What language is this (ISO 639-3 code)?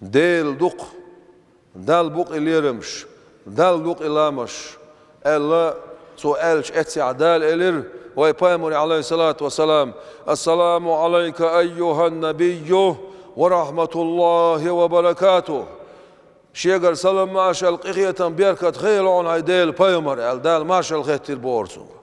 che